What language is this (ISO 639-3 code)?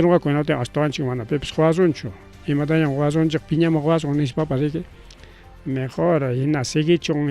quy